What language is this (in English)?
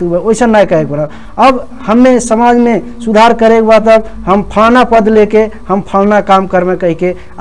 Bhojpuri